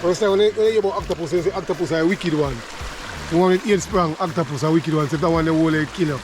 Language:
Jamaican Creole English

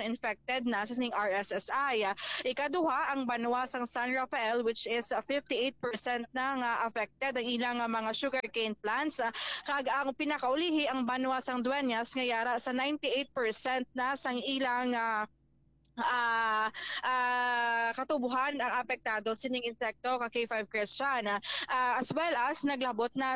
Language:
Hiligaynon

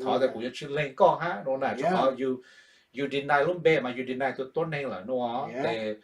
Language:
Hmong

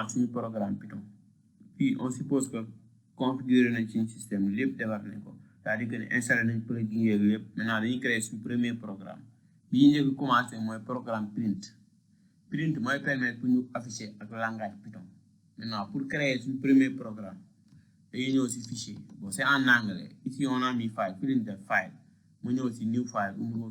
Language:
Wolof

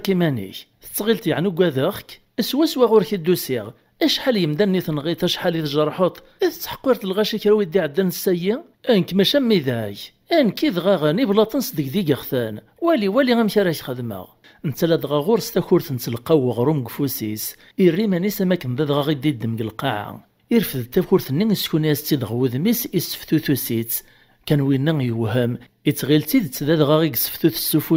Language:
Kabyle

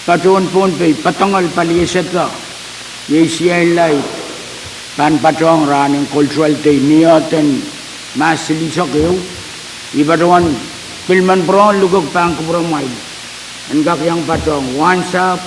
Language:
Pohnpeian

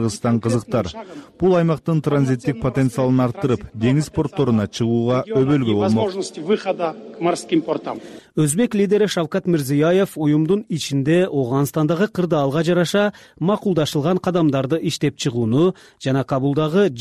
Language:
Kyrgyz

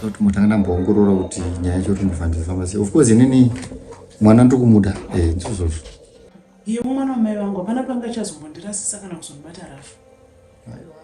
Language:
Shona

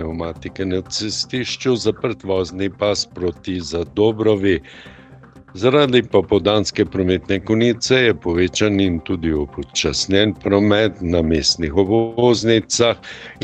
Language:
Slovenian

